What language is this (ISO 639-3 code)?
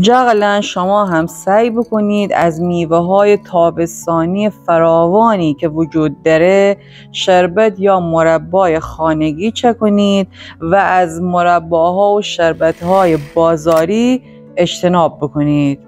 glk